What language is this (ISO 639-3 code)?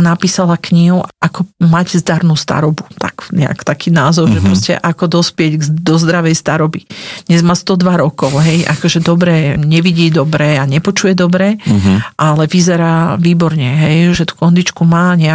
slk